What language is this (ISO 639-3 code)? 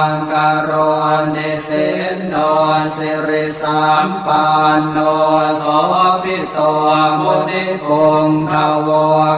pli